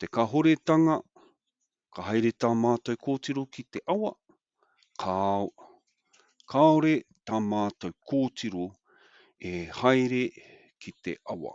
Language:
Māori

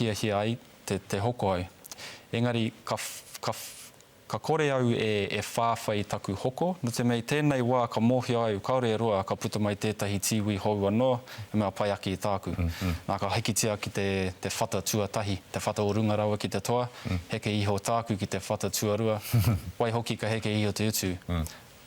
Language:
Māori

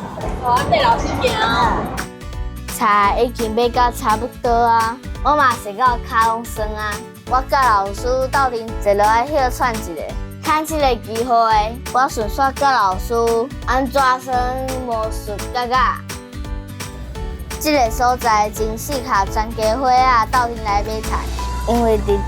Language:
Min Nan Chinese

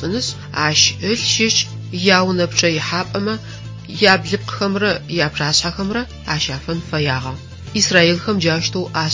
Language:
Adyghe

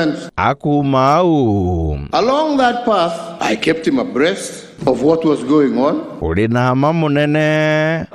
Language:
Meru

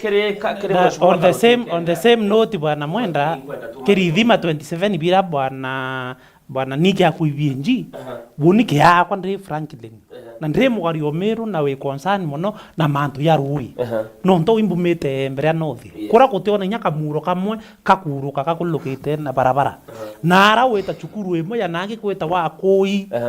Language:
Meru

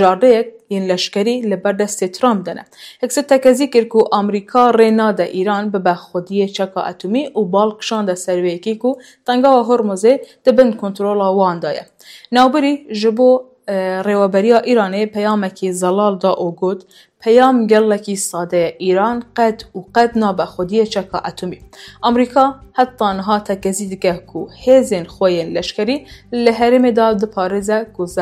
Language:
Kurdish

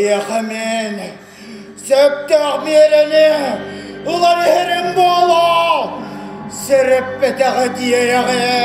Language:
Yakut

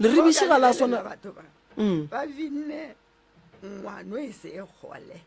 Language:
Northern Sotho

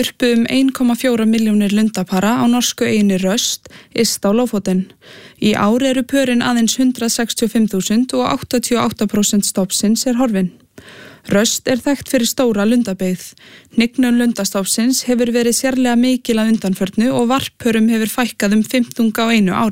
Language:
Icelandic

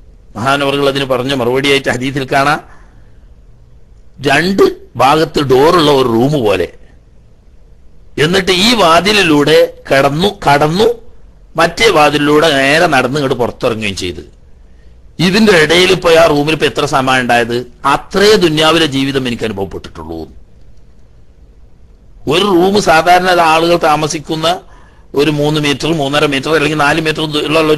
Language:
Malayalam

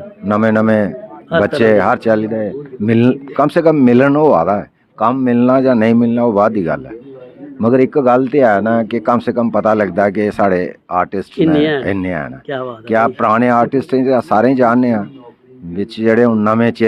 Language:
Dogri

